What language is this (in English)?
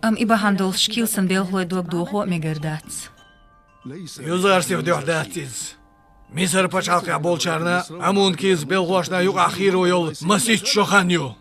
Chechen